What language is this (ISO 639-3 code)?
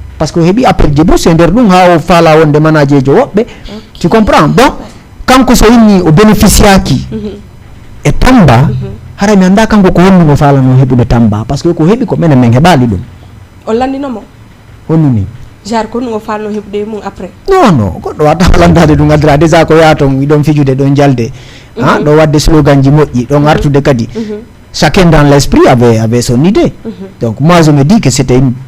ful